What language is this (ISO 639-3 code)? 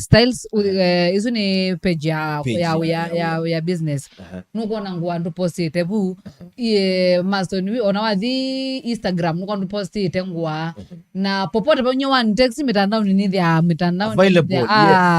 kam